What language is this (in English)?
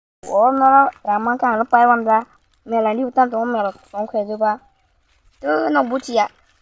Kok Borok